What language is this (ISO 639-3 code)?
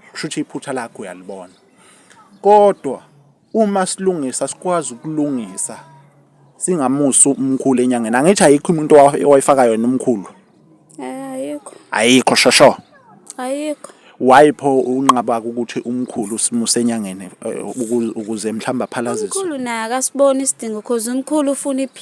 zul